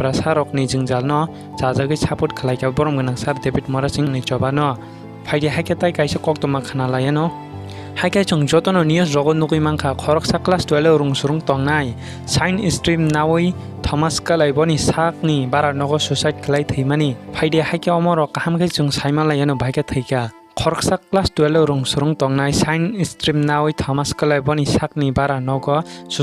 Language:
Kok Borok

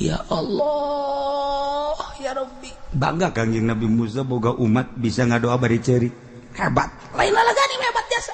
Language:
Sundanese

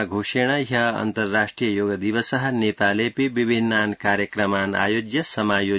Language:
Sanskrit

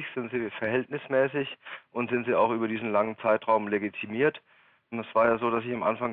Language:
German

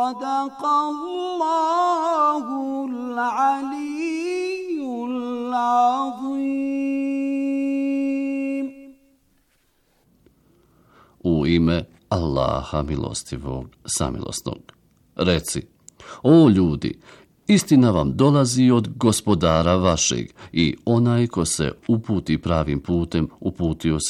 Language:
Bosnian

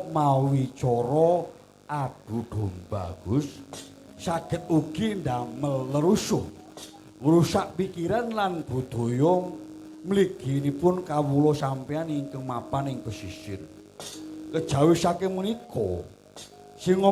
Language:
Javanese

